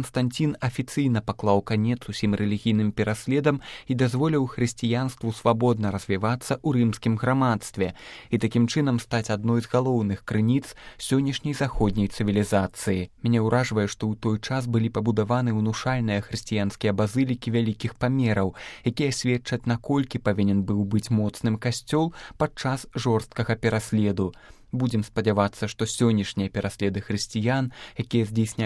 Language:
Belarusian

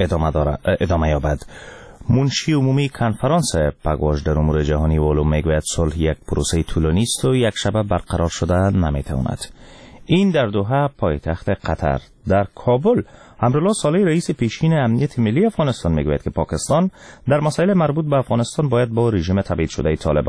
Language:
Persian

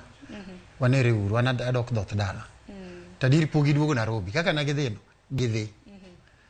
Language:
Luo (Kenya and Tanzania)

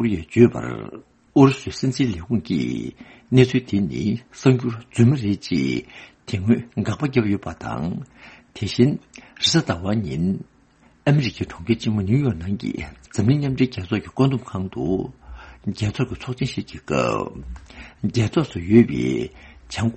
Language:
Tibetan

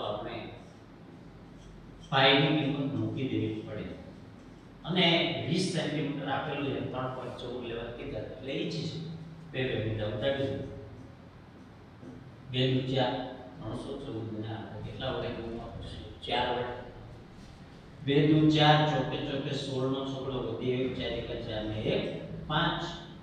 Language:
Gujarati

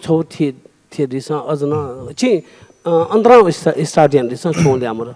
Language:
Newari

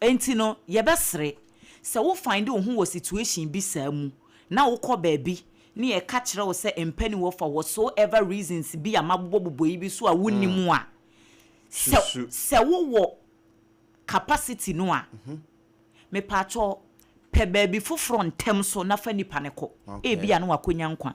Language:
Akan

